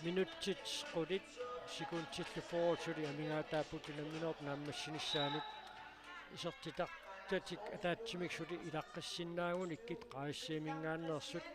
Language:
Kalaallisut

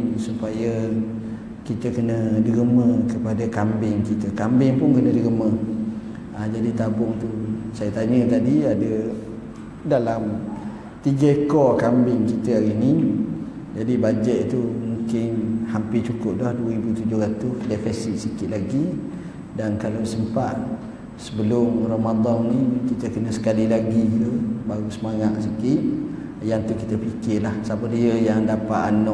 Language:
Malay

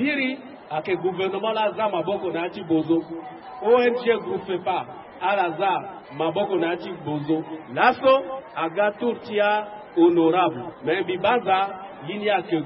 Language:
Sango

